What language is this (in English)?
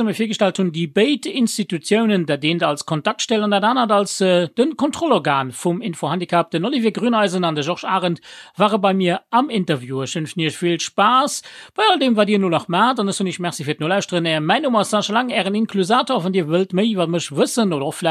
Luxembourgish